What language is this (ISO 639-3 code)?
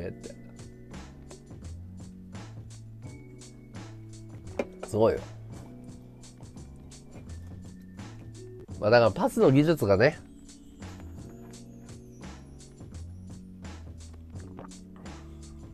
jpn